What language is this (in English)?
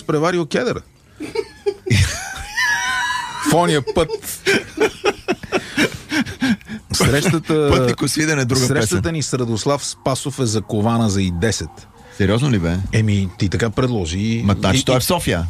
Bulgarian